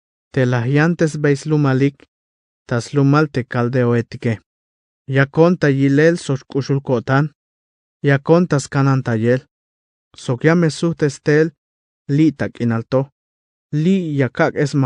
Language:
Tzeltal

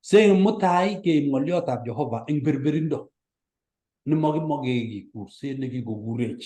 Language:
Kalenjin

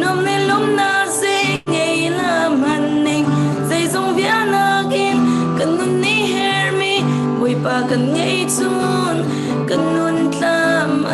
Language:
Hakha Chin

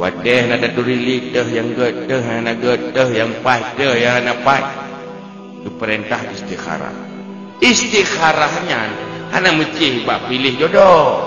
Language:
Achinese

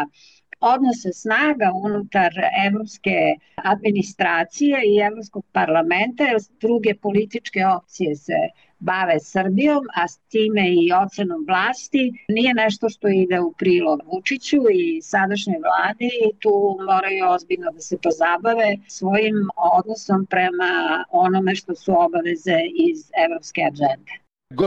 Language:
Serbian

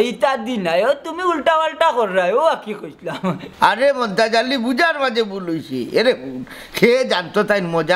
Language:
Sylheti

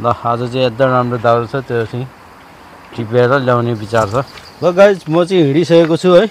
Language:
Nepali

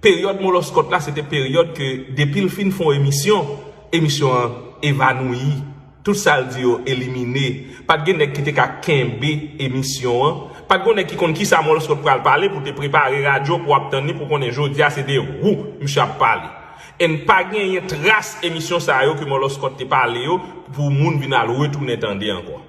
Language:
Haitian Creole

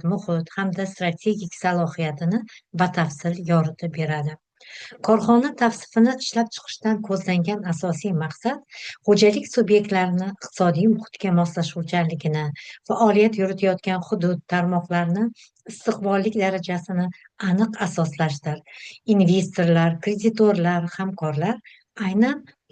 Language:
Uzbek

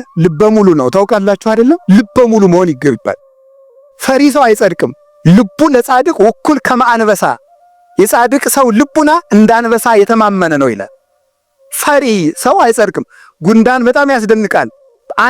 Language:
Amharic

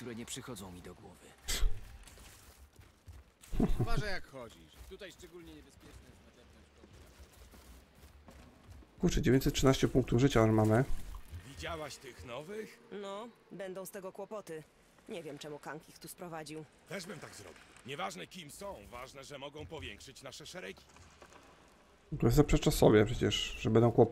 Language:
Polish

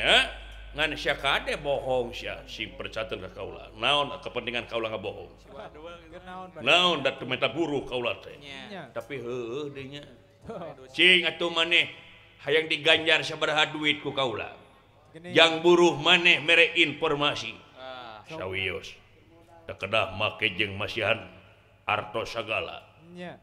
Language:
Sundanese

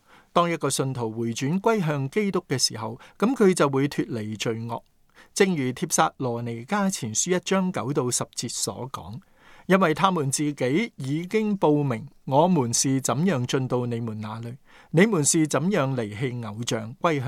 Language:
Cantonese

